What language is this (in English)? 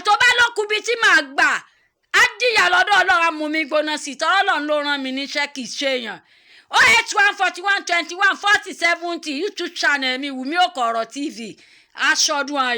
Yoruba